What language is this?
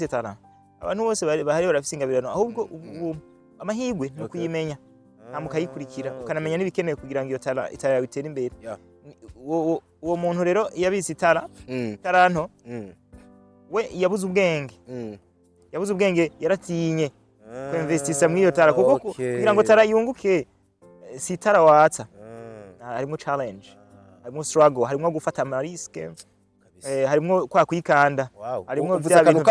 Rundi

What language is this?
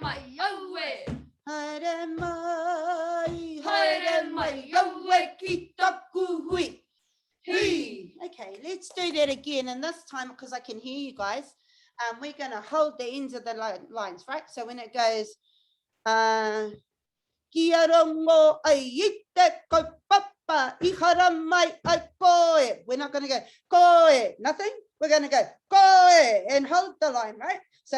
Māori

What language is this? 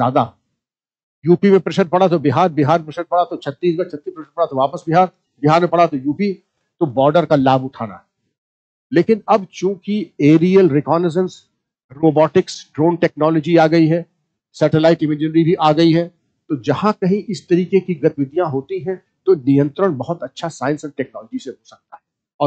Hindi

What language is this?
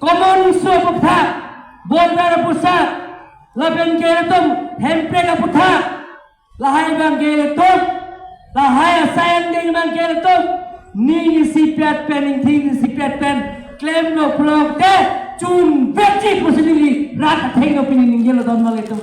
Karbi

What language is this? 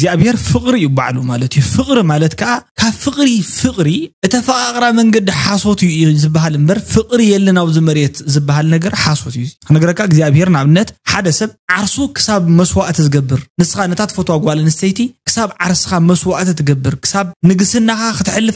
Tigrinya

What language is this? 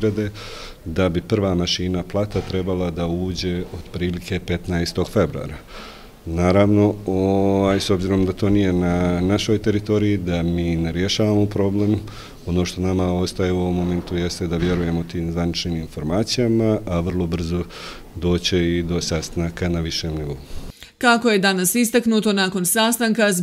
Croatian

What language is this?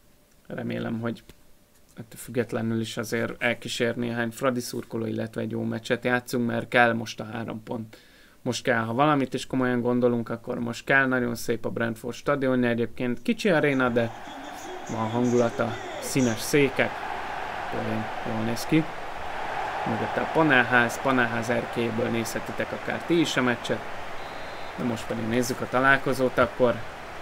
Hungarian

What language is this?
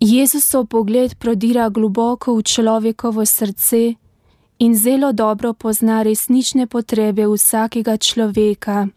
Slovenian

